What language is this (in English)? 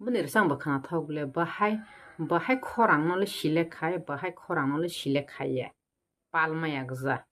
Kok Borok